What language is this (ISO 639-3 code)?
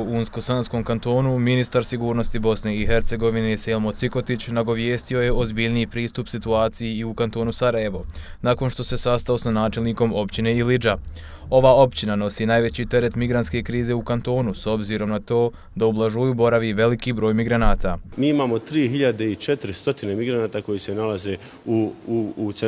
bos